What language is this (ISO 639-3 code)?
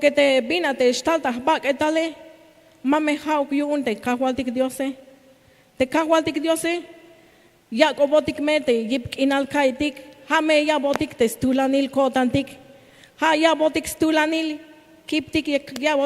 tzh